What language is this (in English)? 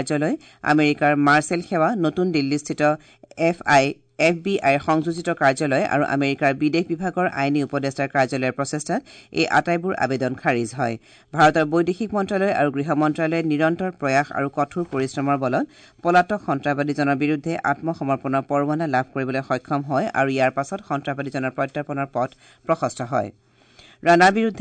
Assamese